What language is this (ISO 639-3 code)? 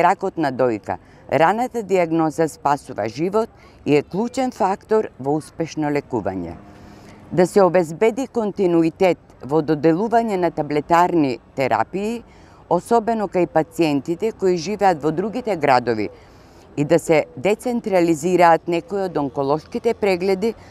mkd